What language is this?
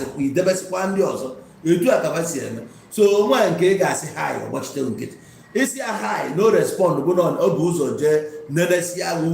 Igbo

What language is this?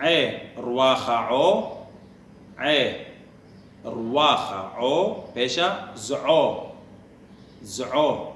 Assyrian Neo-Aramaic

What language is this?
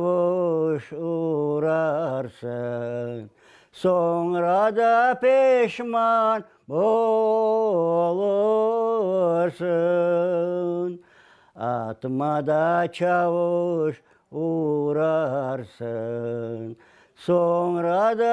Crimean Tatar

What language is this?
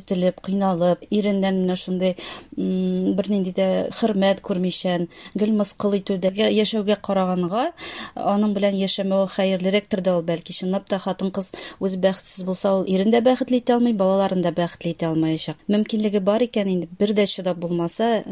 Tatar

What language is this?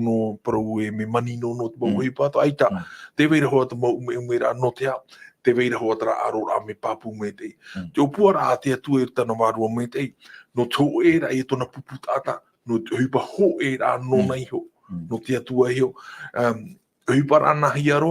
Tahitian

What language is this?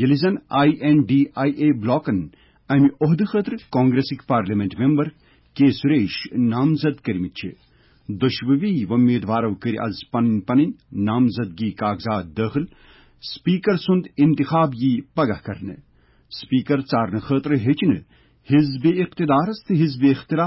Kashmiri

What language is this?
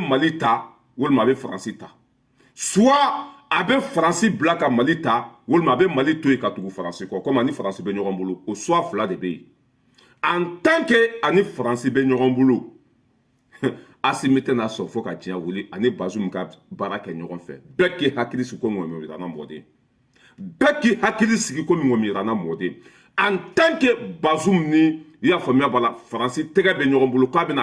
Bambara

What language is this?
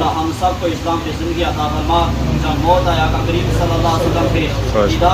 Pahari-Potwari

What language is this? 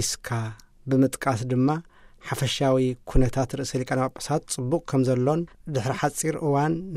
Tigrinya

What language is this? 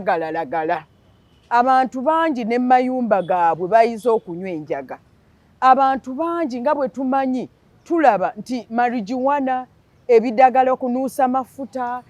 Ganda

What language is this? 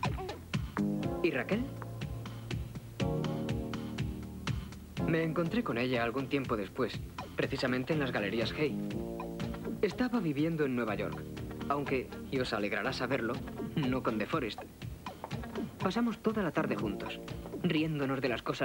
Spanish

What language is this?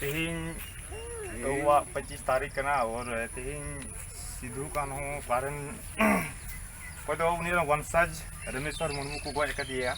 Santali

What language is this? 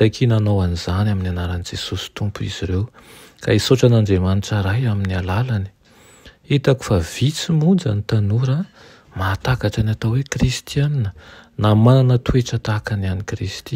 Malagasy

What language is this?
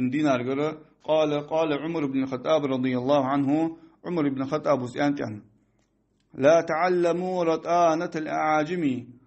Ingush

